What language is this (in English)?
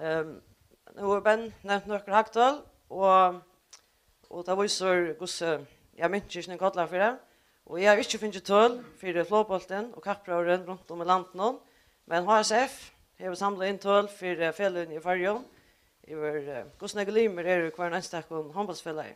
Faroese